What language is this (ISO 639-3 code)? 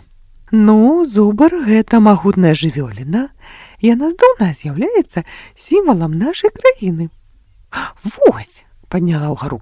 bel